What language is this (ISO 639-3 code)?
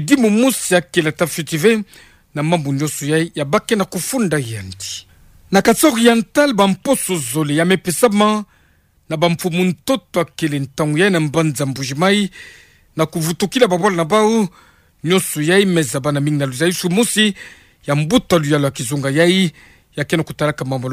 ktu